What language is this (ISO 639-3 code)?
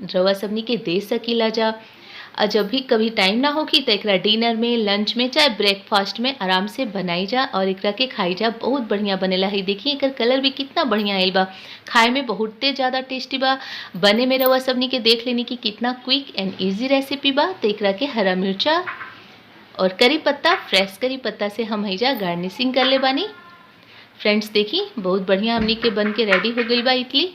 bho